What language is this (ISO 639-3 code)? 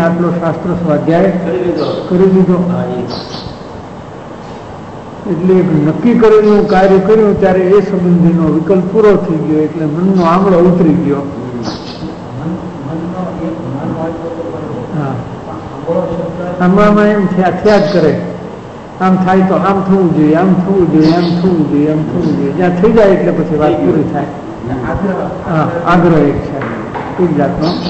guj